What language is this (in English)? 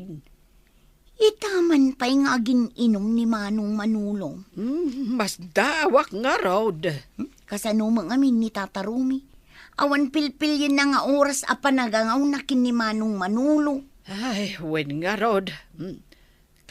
Iloko